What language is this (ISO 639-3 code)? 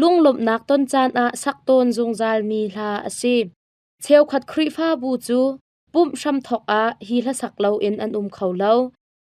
cnh